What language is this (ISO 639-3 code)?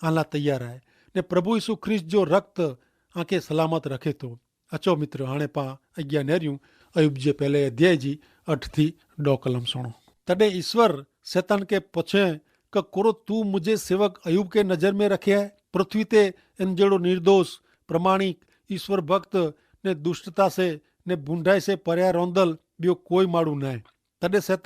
kfr